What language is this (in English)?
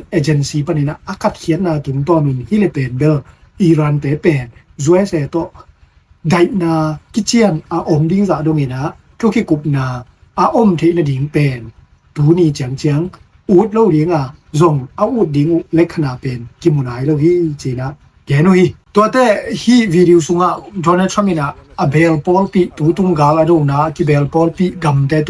Tedim Chin